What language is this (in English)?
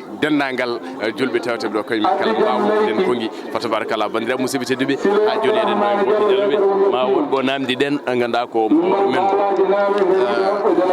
Fula